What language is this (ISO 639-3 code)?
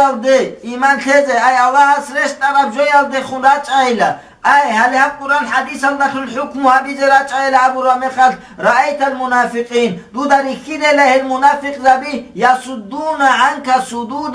ava